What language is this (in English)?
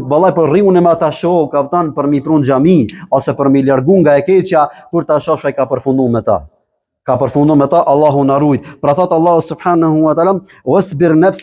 Albanian